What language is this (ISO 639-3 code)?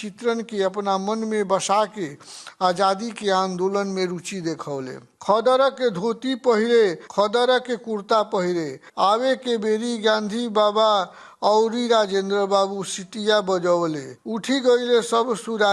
bho